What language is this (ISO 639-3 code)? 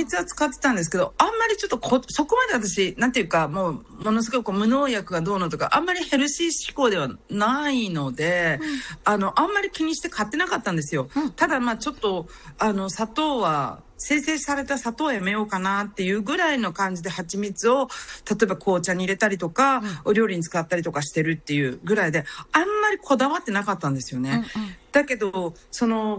jpn